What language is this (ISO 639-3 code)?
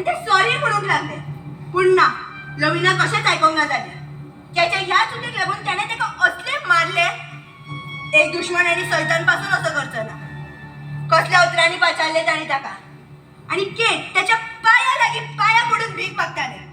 kok